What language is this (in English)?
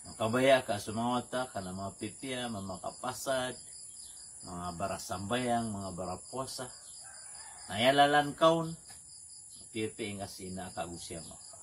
Maranao